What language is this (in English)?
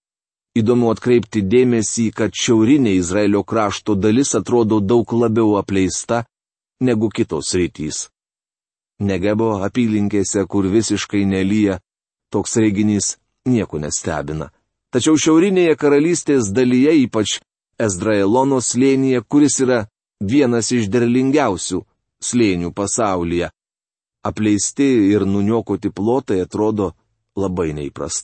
Lithuanian